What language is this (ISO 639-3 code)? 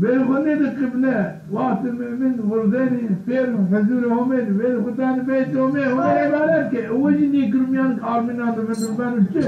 zza